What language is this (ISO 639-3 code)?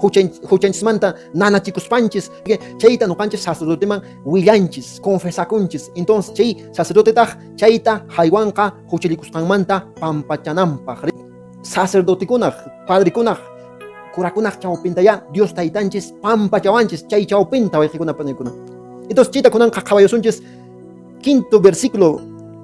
que